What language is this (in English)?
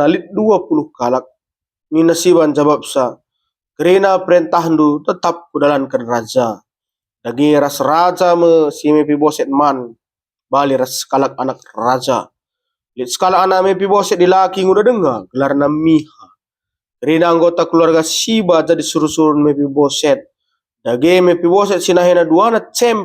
Batak Karo